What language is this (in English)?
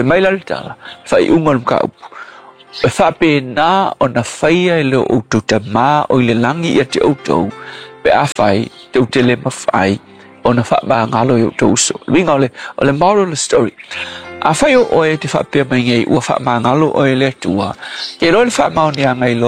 Samoan